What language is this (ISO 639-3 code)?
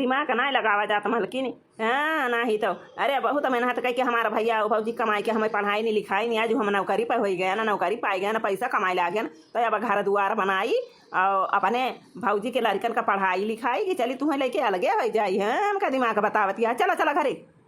awa